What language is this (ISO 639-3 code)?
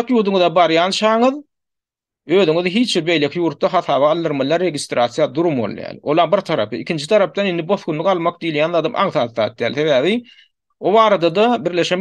tuk